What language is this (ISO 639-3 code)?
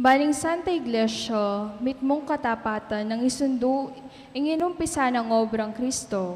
pam